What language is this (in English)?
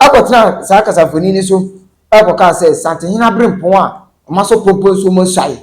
Akan